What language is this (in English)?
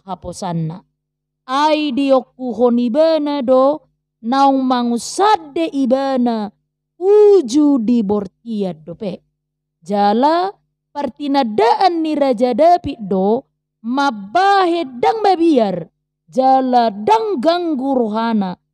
Batak Toba